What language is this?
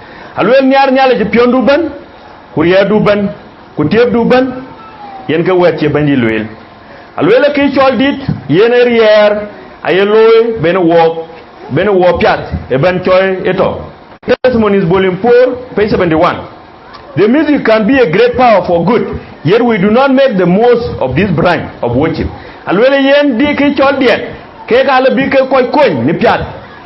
Dinka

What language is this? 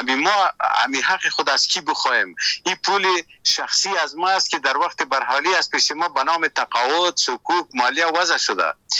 Persian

